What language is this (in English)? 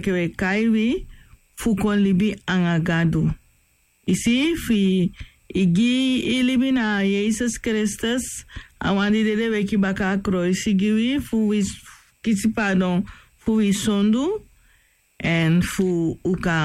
Sranan Tongo